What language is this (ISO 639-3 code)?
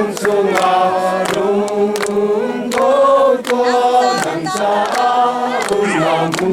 cnh